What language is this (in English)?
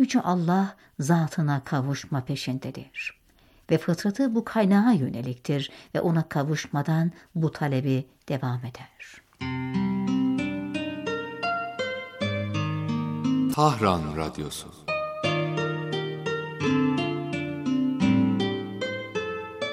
Turkish